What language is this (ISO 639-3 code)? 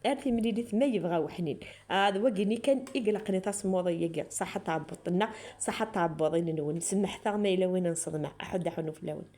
kab